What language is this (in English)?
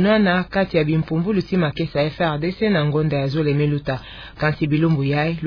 Kituba (Democratic Republic of Congo)